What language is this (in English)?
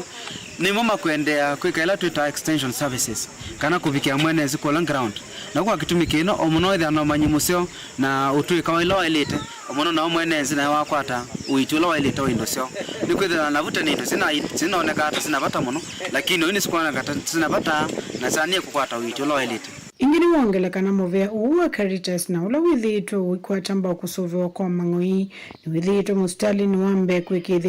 Kamba